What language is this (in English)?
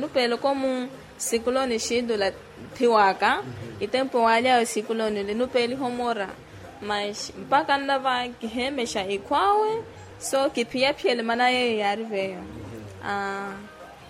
Makhuwa